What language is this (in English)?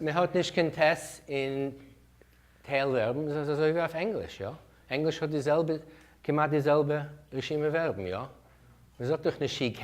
Yiddish